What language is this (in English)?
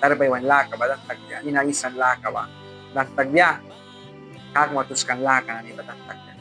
Mískito